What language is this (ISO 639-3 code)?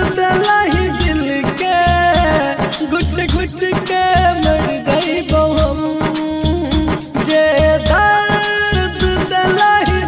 bho